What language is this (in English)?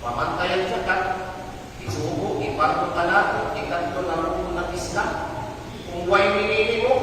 Kalagan